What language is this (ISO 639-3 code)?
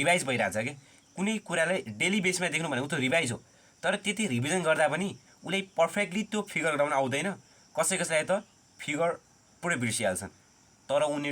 nep